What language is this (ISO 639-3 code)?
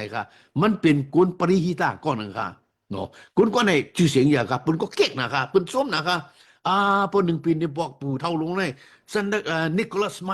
shn